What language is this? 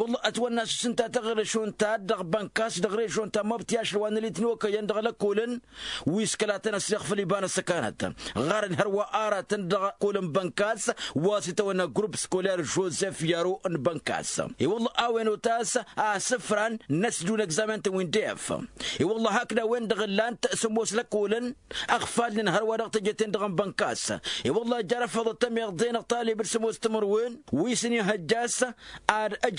Tamasheq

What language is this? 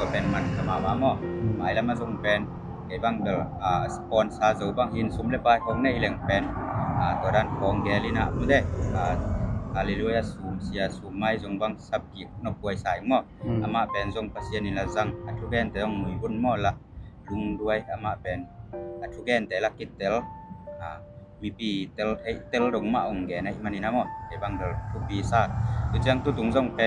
Tedim Chin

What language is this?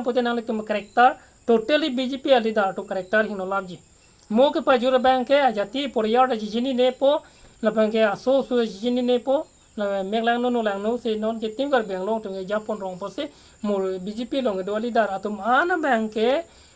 Karbi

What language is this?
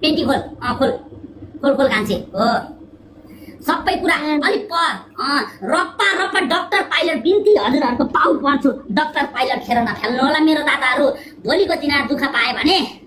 Nepali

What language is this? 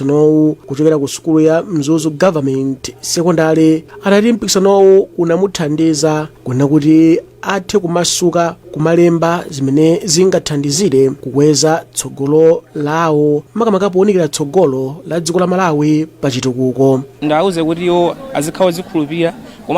Nyanja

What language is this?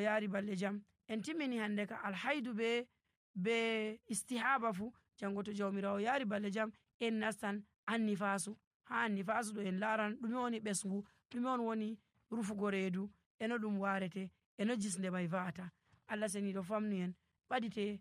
Nigerian Fulfulde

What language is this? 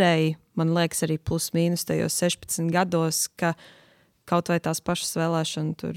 Latvian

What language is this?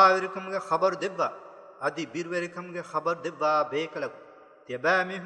Divehi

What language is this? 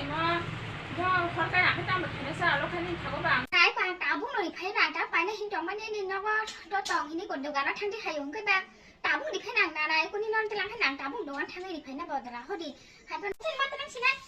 Kok Borok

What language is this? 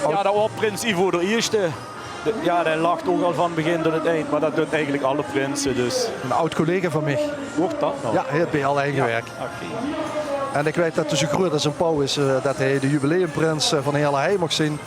Limburgish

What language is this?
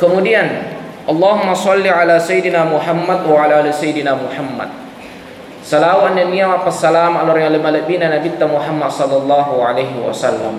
Buginese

